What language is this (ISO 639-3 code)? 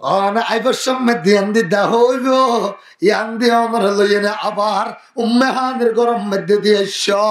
rhg